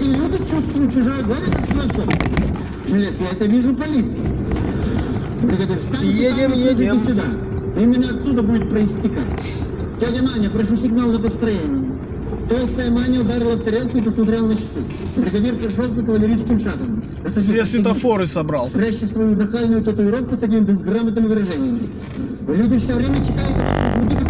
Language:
Russian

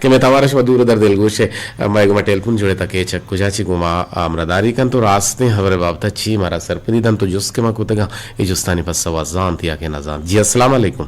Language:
Eastern Balochi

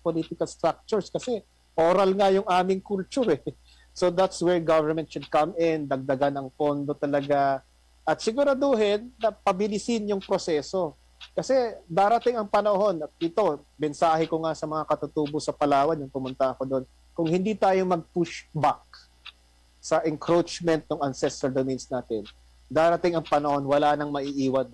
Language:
Filipino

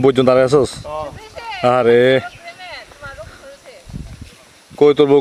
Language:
Bangla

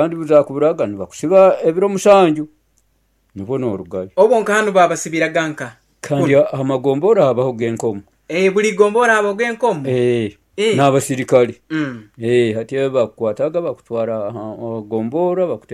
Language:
Nyoro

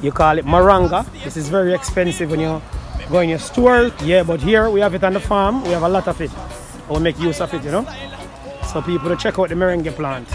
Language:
Jamaican Creole English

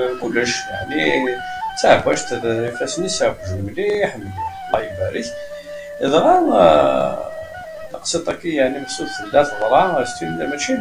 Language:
Kabyle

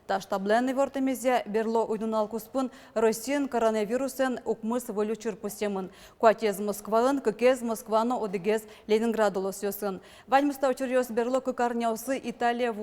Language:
Udmurt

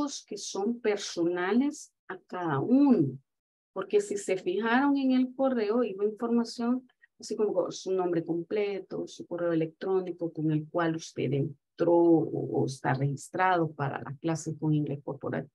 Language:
Spanish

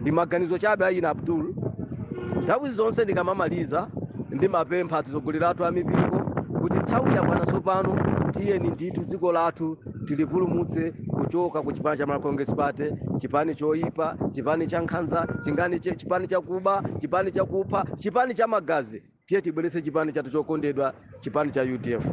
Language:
Nyanja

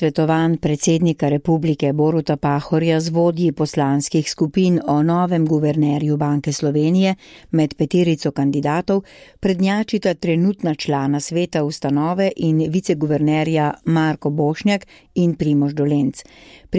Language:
Slovenian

